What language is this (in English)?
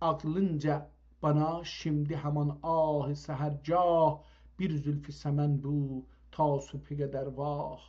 South Azerbaijani